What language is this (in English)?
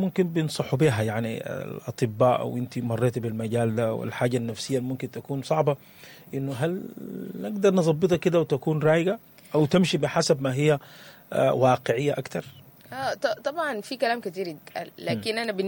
Sudanese Arabic